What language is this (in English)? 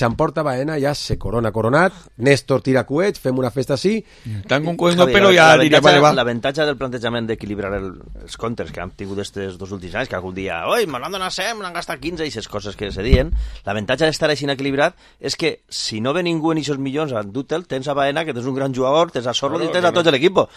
Catalan